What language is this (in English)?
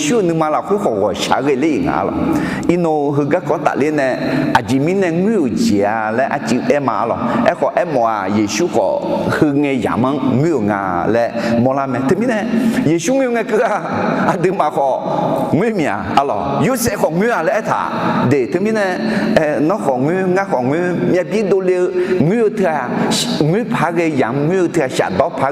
Akha